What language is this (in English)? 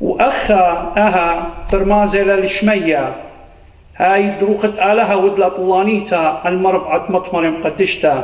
Assyrian Neo-Aramaic